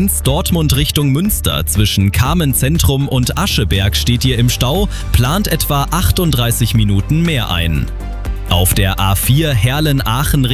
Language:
German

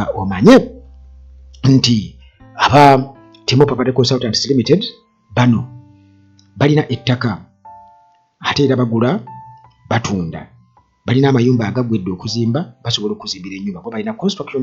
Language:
Ganda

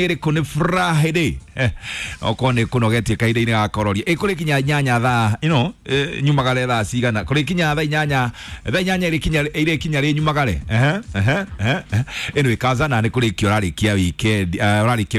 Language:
Kikuyu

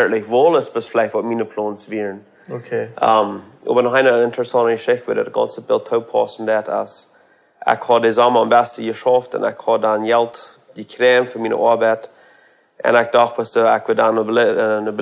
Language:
Plautdietsch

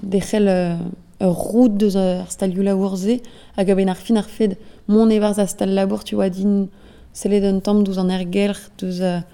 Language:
Breton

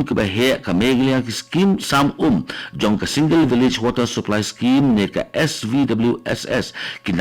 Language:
Khasi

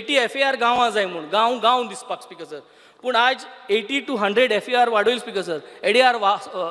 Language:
Konkani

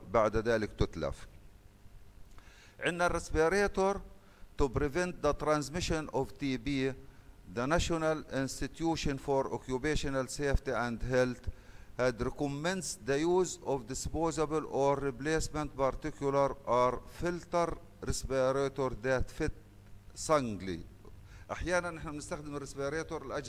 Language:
Arabic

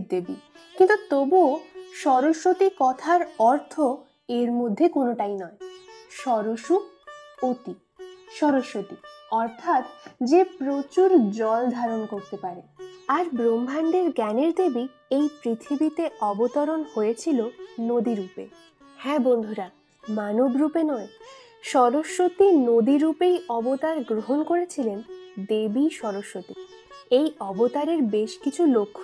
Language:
Bangla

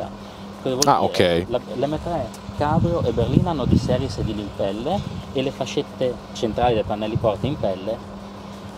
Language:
Italian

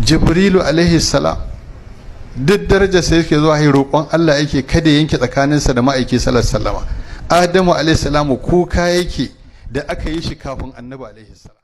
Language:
Hausa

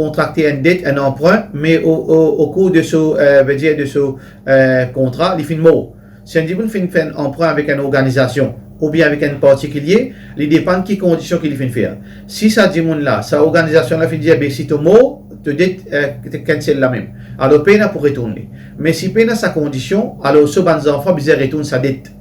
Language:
Morisyen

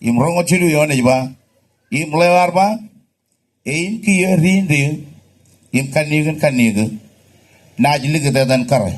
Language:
Marshallese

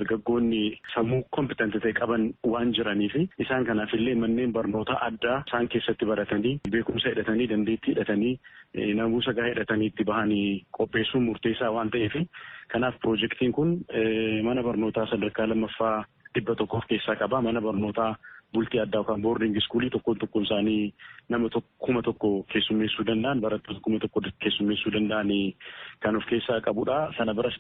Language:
Oromo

